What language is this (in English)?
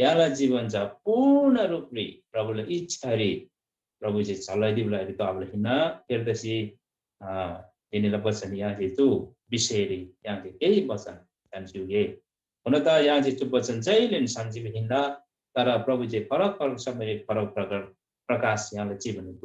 Eastern Tamang